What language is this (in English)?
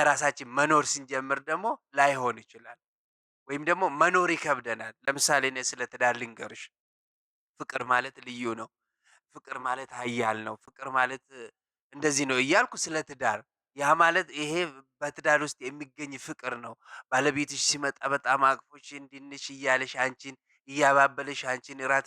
Amharic